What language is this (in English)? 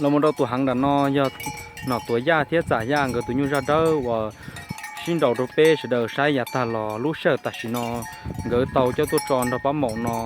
Hmong